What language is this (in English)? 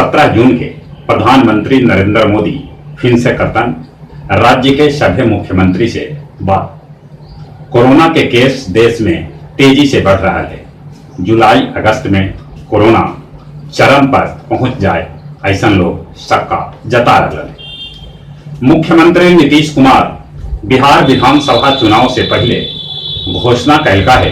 Magahi